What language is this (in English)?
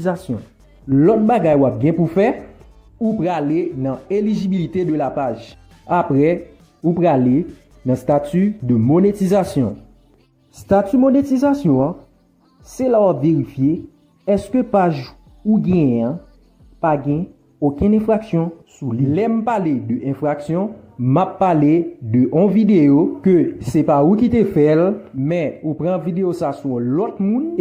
Haitian Creole